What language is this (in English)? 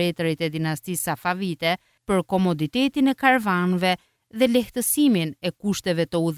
Albanian